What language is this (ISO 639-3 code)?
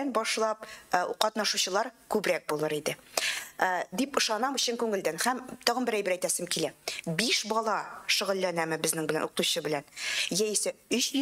tat